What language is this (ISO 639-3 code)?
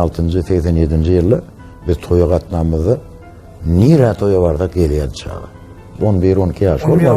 tuk